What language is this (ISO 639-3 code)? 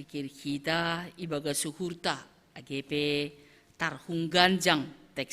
bts